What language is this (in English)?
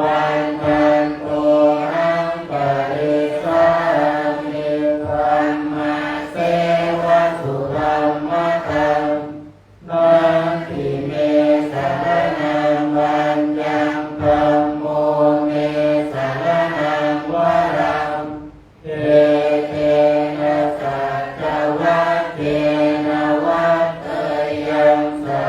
Pali